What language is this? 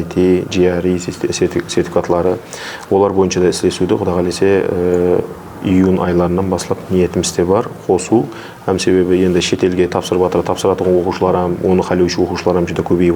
Kara-Kalpak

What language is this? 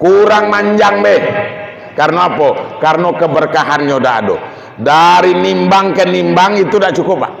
Minangkabau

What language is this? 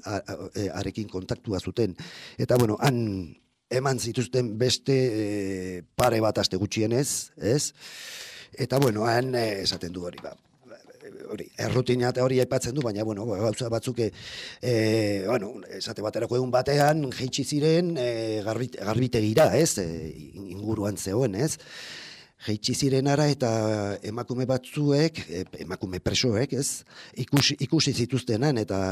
Basque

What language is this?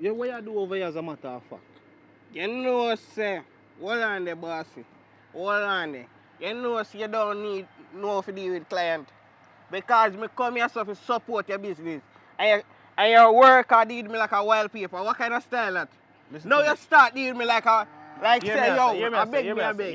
Jamaican Creole English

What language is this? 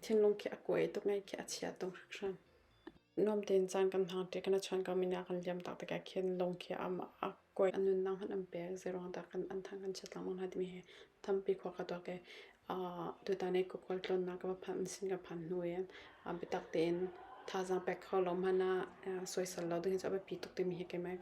Hakha Chin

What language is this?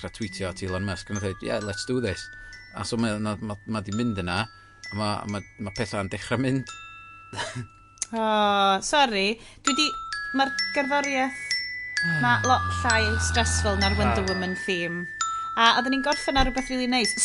Welsh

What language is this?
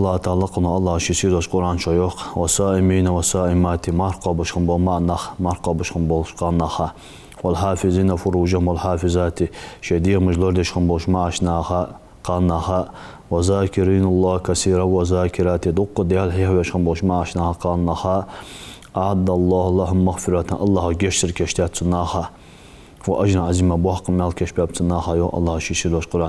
Ingush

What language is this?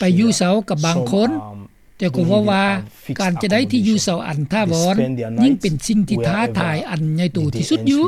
Lao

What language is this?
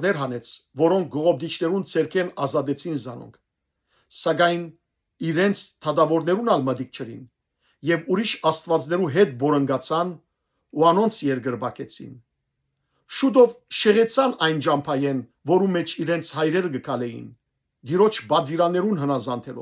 Western Armenian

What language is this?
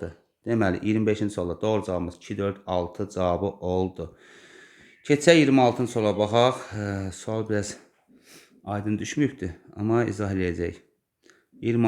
Azerbaijani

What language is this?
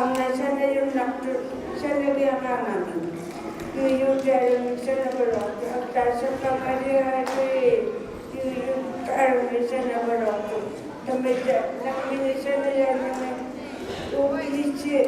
Inuktitut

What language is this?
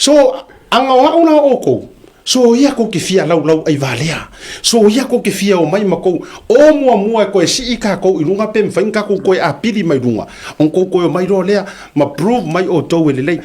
Samoan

